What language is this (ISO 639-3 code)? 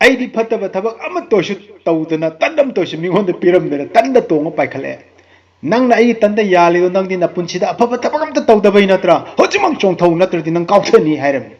mni